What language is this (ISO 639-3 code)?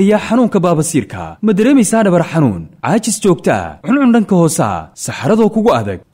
som